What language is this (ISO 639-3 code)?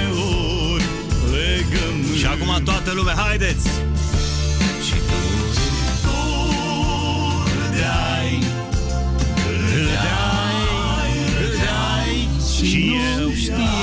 ron